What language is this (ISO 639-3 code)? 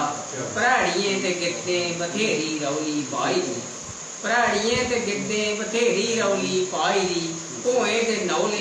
doi